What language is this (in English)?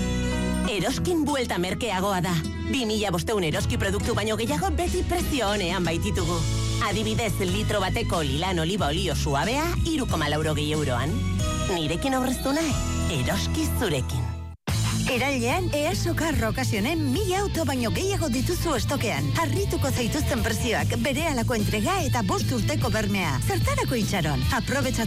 Basque